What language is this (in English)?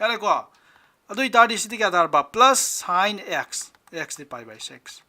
Manipuri